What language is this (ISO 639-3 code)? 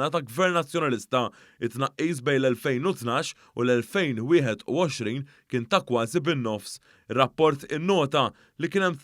mlt